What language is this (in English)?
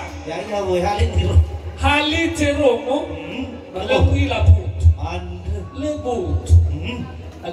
Nias